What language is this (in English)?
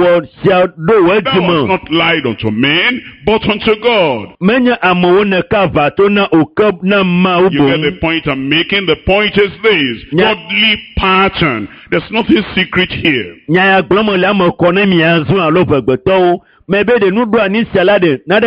Ewe